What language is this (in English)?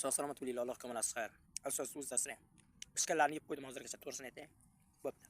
Uzbek